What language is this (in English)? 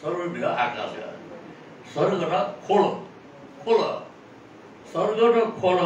Newari